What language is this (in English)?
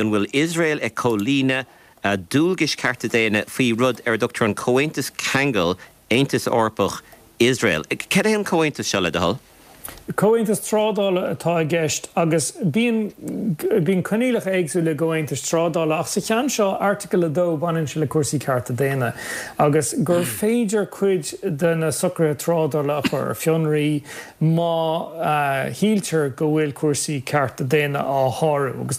Irish